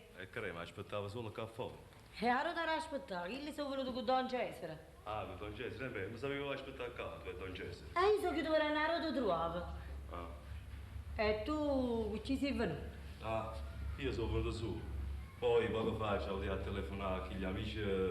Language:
Neapolitan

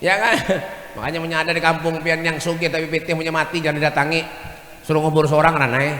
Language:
Banjar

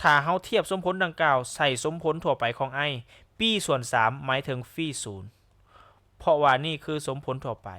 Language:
Lao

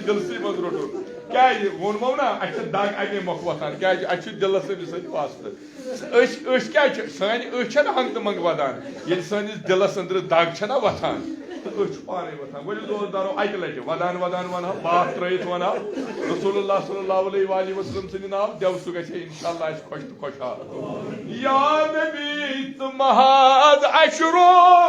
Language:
Kashmiri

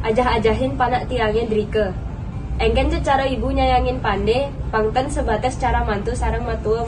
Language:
Balinese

